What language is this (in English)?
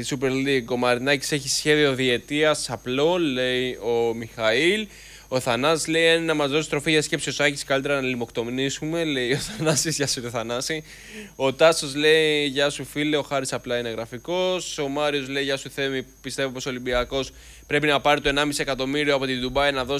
Greek